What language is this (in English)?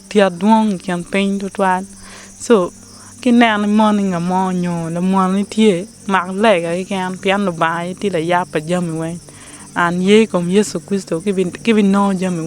Acoli